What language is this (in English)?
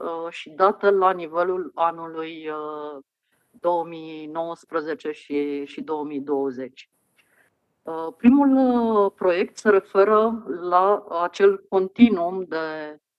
Romanian